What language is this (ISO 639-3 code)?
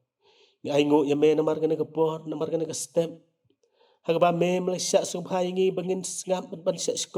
kha